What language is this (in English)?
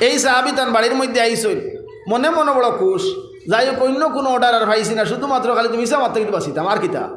Sylheti